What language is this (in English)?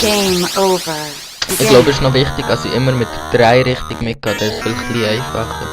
Swiss German